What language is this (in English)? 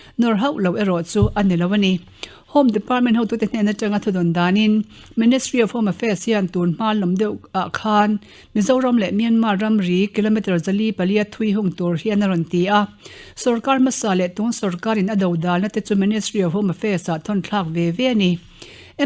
Mizo